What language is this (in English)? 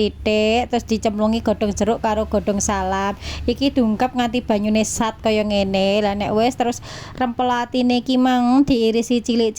Javanese